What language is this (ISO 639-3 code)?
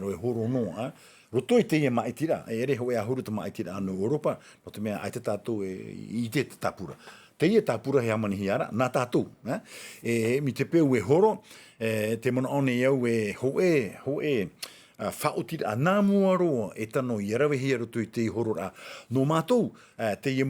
tah